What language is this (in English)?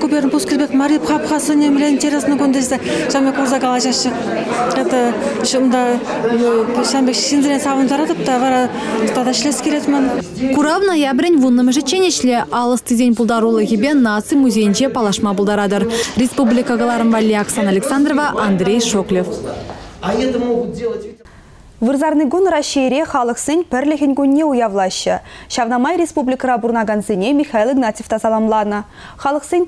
Chuvash